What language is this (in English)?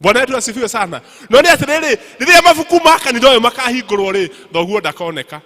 Kikuyu